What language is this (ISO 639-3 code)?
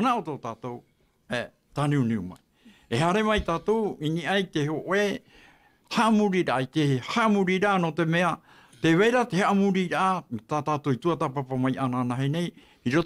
tah